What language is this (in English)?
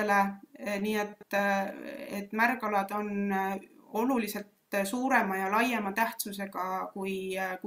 Estonian